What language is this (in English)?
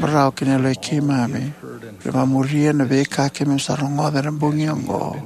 Fijian